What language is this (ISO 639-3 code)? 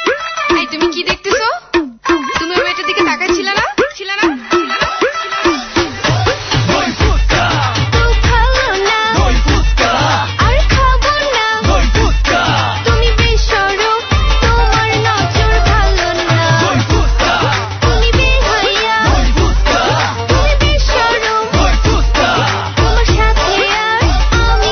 ben